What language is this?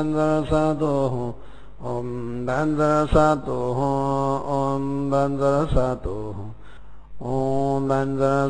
Sanskrit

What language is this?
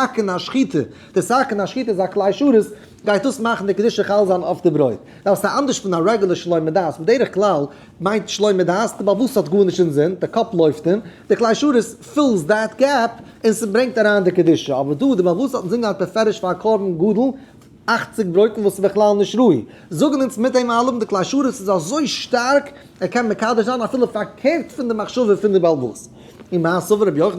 Yiddish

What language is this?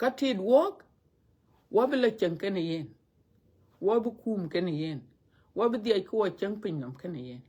Dinka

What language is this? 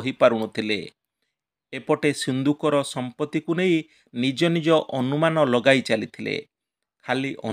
Odia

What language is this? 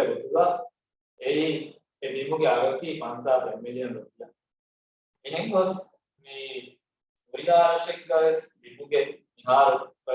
Divehi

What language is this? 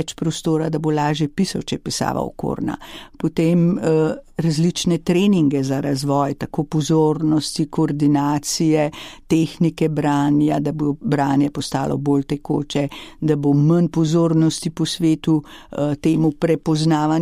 Slovenian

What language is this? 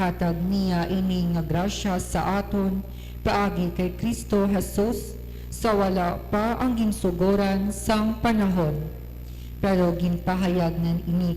Hiligaynon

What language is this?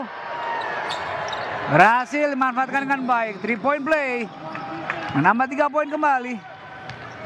Indonesian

